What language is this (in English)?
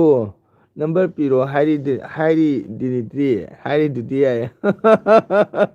Manipuri